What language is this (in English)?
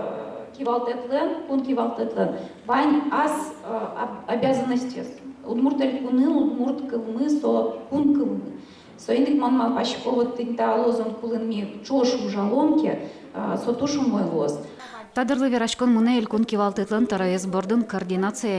Udmurt